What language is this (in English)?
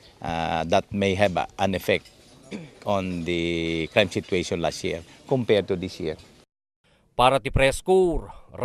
Iloko